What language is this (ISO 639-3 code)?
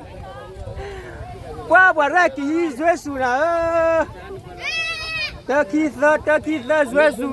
ksw